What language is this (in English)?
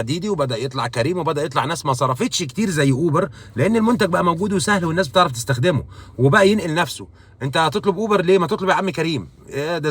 Egyptian Arabic